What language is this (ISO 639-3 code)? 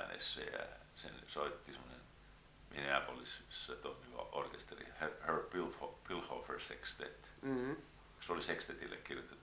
fin